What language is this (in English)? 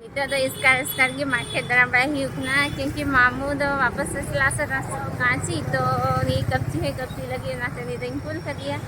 Santali